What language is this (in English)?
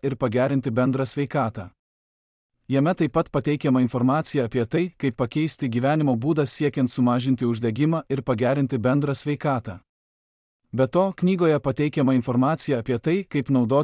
Lithuanian